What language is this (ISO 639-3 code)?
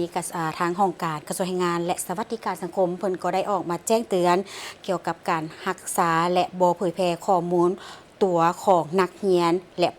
lao